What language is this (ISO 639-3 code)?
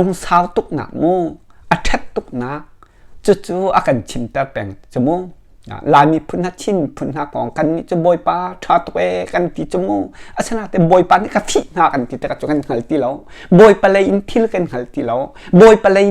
cnh